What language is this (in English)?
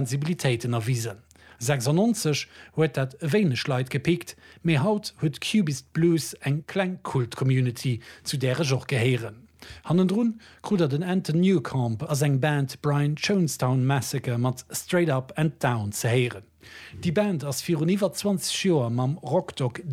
Luxembourgish